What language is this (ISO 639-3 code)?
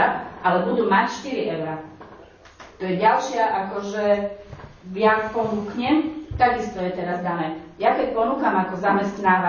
slk